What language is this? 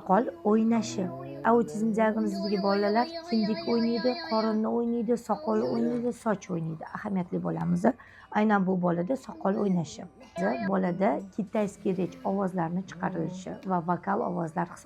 Uzbek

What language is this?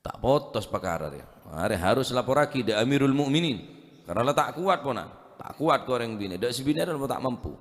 Madurese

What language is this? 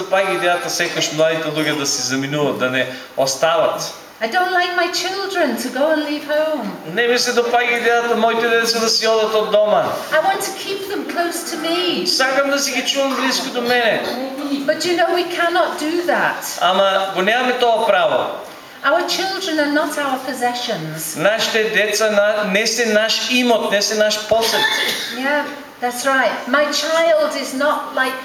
Macedonian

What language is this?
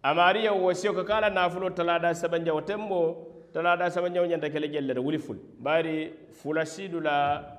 Mandingo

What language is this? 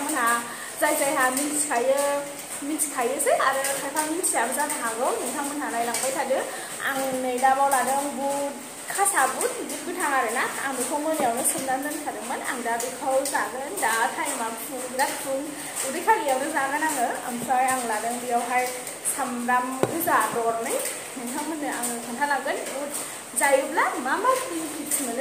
Bodo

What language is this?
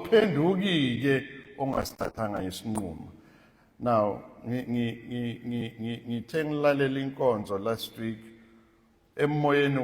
Zulu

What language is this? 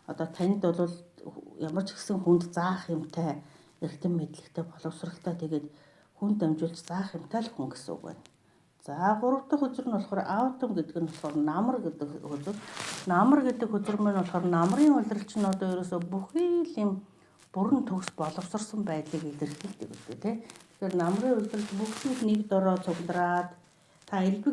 Mongolian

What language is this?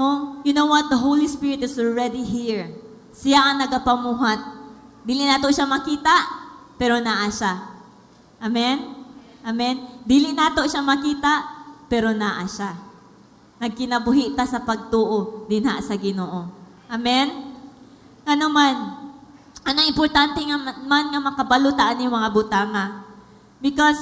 Cebuano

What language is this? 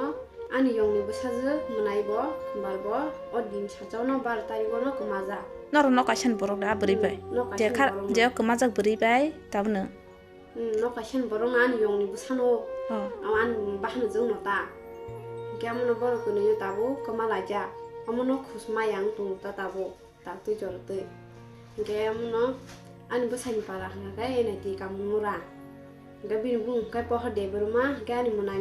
Kok Borok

